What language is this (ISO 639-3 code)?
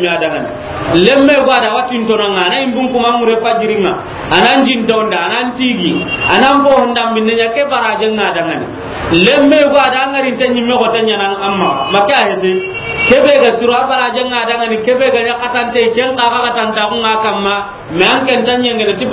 snk